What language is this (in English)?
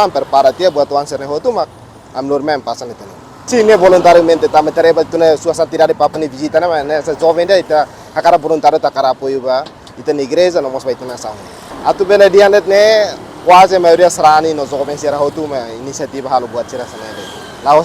Tetum